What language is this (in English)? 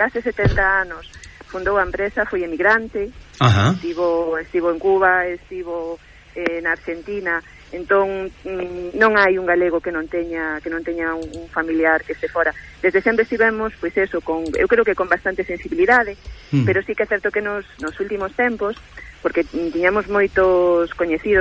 Galician